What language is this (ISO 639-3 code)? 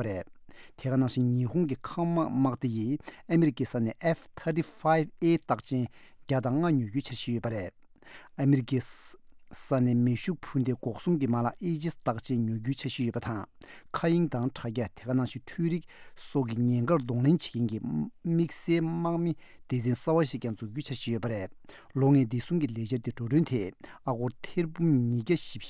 bod